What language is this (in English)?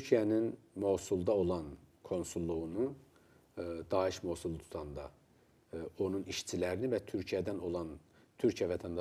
Azerbaijani